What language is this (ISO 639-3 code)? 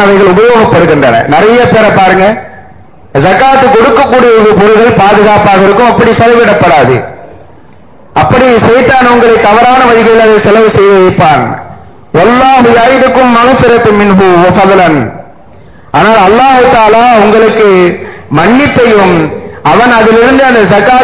tam